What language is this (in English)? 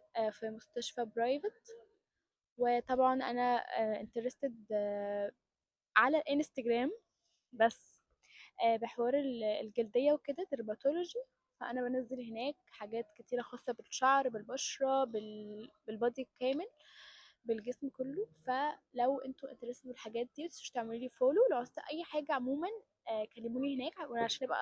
Egyptian Arabic